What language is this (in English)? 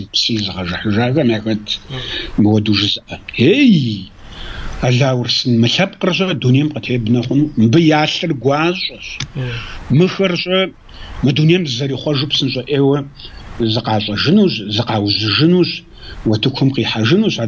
Kabardian